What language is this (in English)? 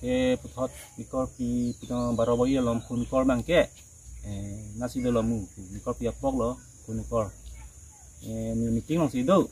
Karbi